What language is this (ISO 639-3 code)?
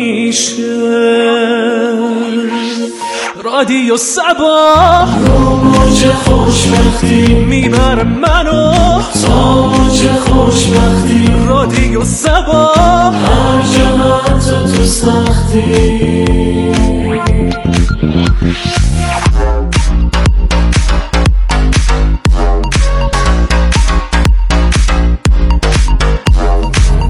fas